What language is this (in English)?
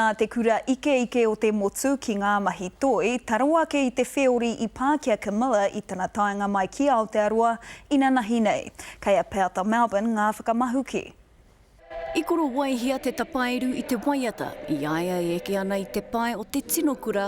Māori